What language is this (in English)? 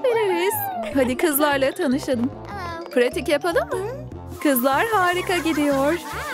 Turkish